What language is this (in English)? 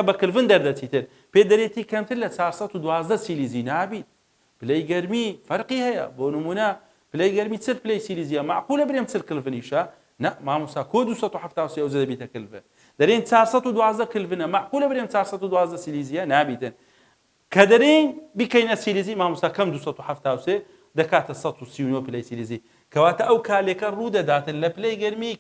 Central Kurdish